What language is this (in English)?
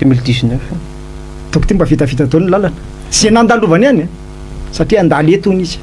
Malagasy